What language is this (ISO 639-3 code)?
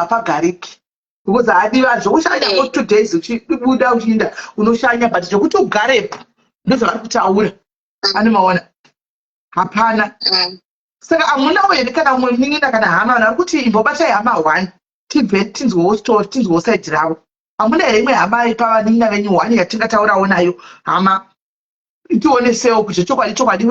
sna